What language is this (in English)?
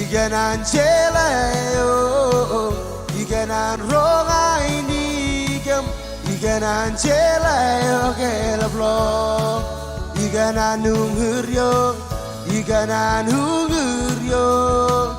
Marshallese